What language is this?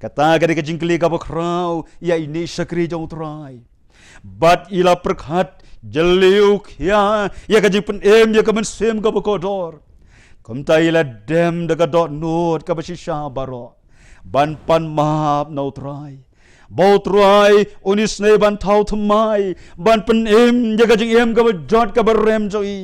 Khasi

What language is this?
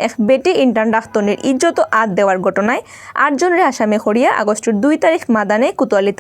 Sylheti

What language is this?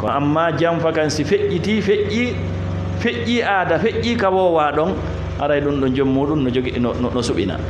Fula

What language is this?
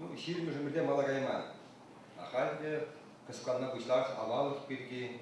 Chuvash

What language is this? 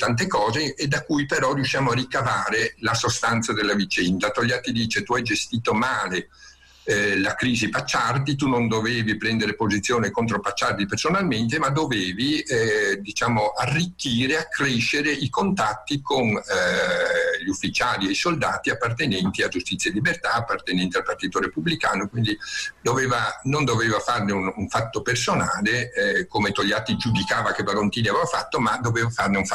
Italian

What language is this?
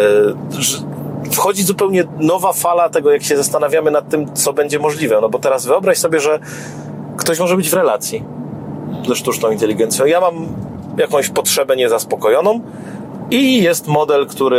Polish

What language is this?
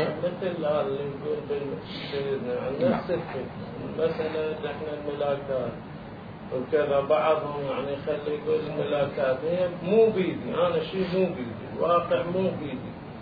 Mesopotamian Arabic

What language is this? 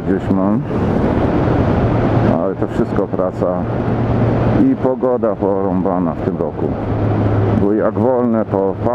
Polish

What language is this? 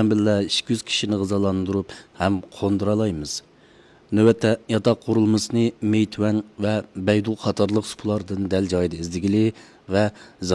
Uyghur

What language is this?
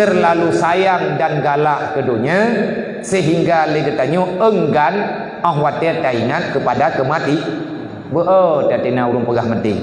Achinese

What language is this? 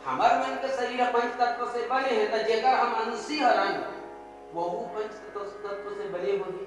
Chhattisgarhi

